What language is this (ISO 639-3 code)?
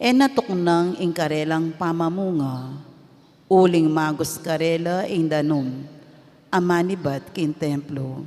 pam